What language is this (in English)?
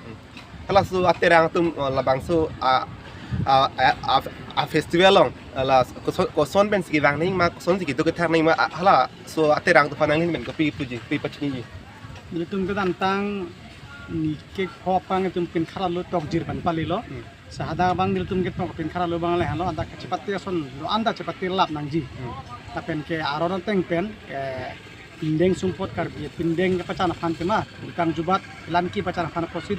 Karbi